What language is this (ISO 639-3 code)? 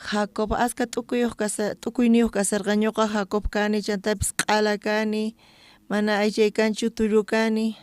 quh